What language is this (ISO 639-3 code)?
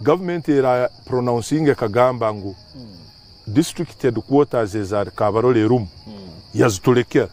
nyn